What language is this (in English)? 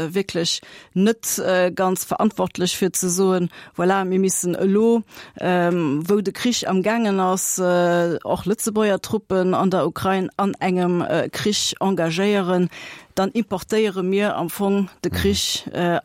Luxembourgish